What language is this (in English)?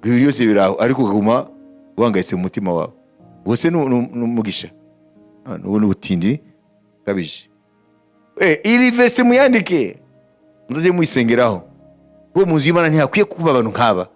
Kinyarwanda